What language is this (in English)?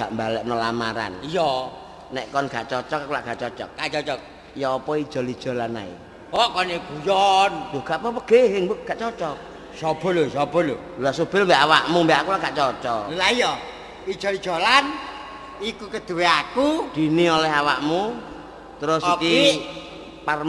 Javanese